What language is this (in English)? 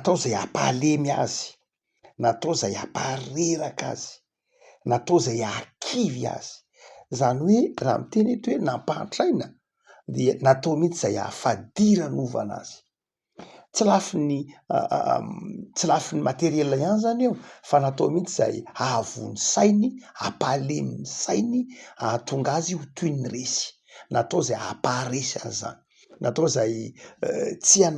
Malagasy